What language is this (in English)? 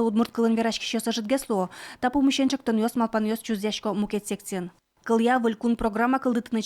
Udmurt